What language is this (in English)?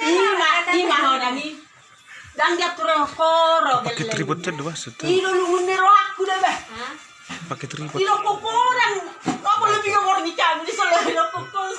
Batak Toba